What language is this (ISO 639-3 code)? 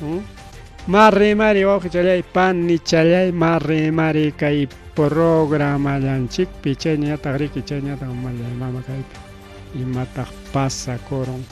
quy